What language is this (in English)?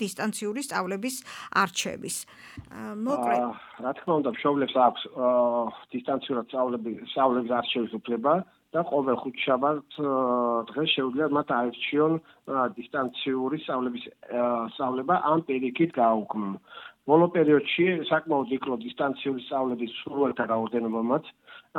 Georgian